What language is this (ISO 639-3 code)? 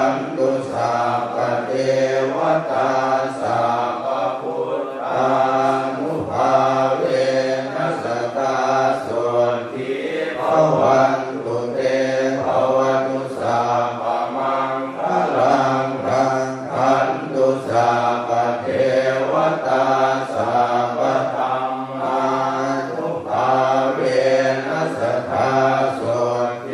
pli